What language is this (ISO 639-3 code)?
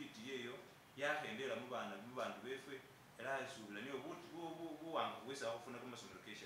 myx